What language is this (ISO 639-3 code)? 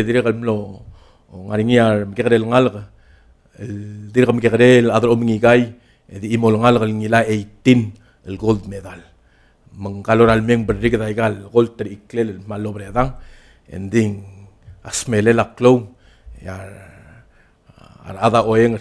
pau